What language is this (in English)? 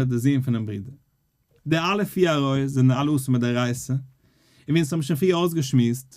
Yiddish